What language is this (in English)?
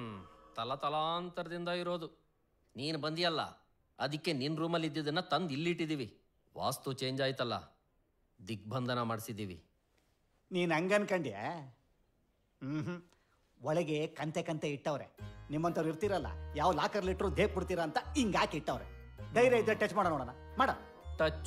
Kannada